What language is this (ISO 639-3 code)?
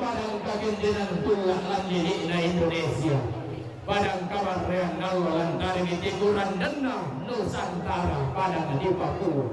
sda